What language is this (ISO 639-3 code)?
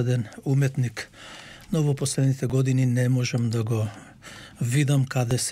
mkd